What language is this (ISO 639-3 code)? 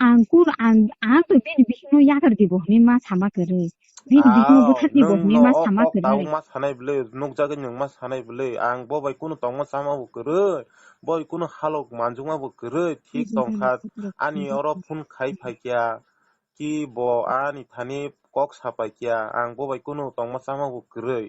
trp